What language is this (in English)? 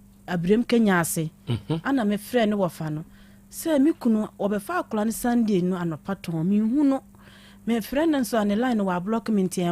Akan